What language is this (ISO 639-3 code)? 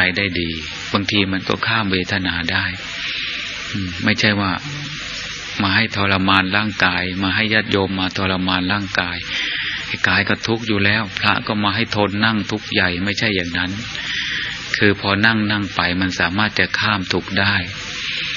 tha